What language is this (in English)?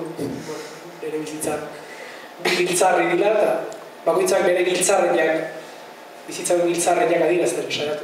Basque